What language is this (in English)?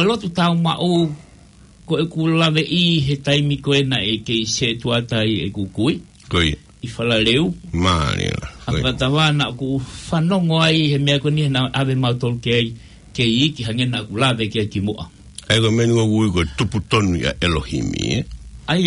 Tongan